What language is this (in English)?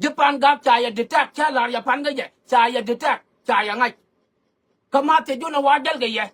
Nuer